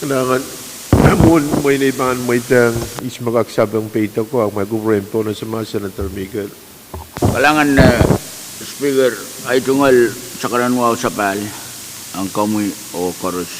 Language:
Pohnpeian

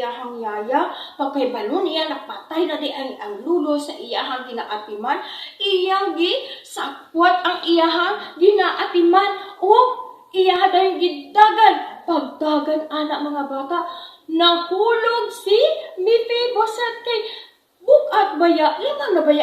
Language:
Cebuano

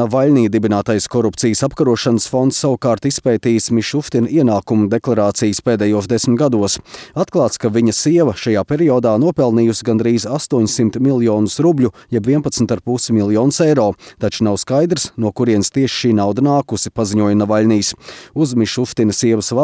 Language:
Latvian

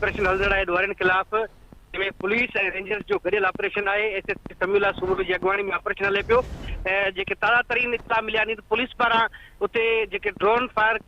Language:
Sindhi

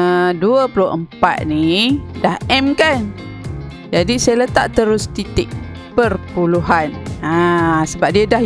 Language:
Malay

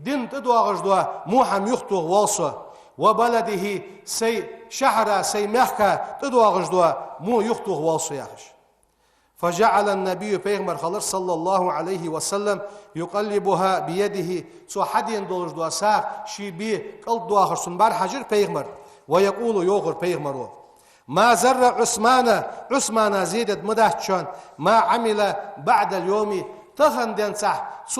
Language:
Ingush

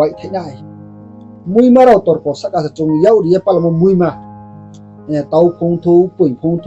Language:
Riang (India)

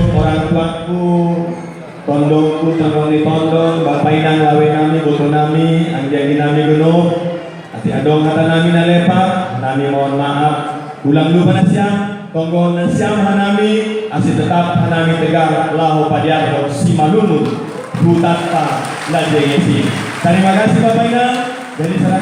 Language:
Batak Simalungun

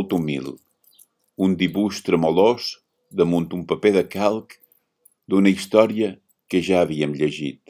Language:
Catalan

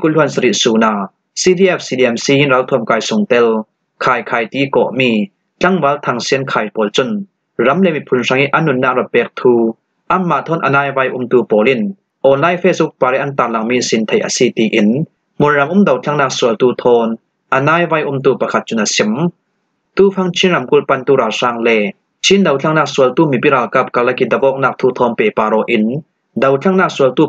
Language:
Falam Chin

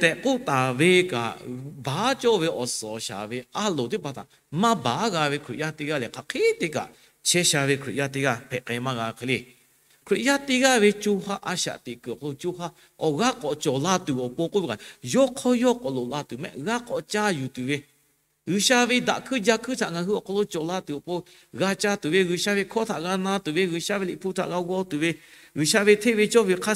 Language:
Lahu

